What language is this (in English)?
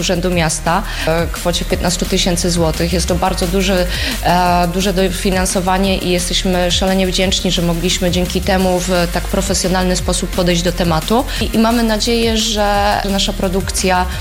Polish